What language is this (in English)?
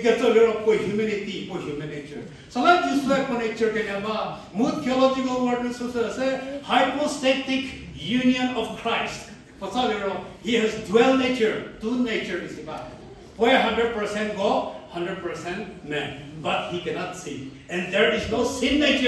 Angami Naga